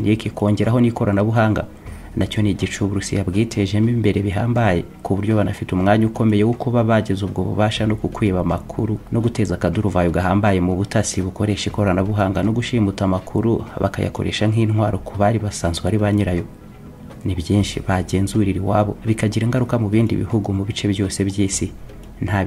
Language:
Kinyarwanda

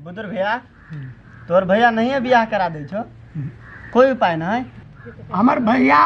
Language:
Maithili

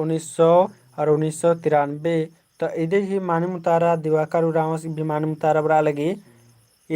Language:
Kurukh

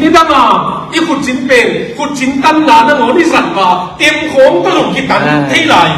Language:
Tedim Chin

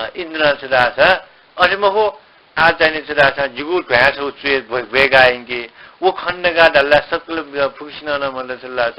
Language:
Newari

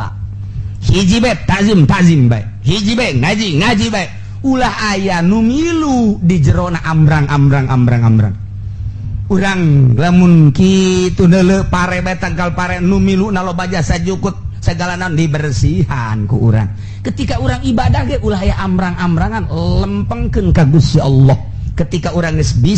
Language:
Sundanese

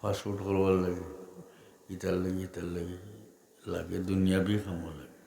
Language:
Sylheti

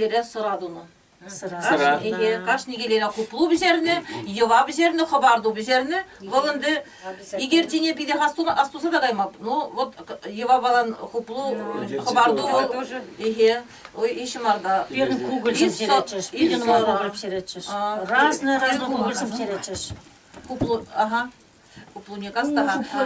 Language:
Chuvash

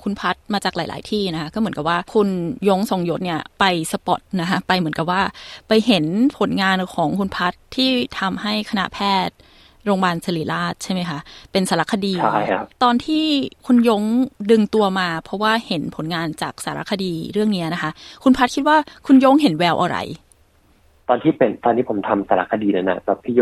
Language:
Thai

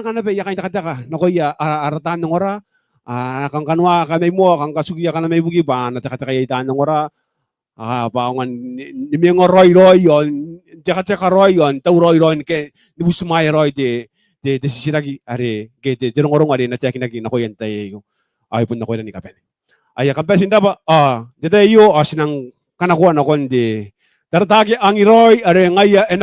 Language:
Gilbertese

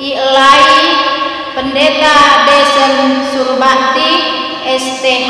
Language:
Batak Karo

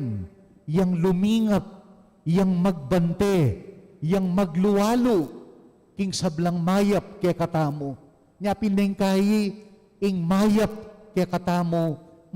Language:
Pampanga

